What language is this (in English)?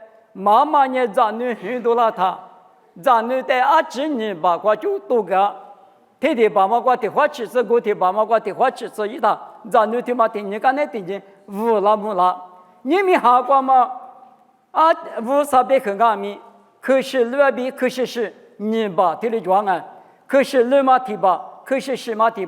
Lisu